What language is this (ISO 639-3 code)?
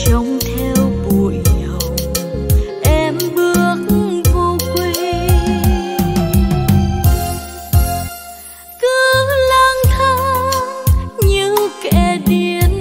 vie